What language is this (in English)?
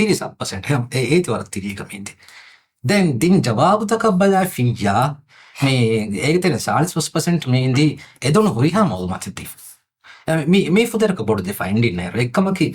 Divehi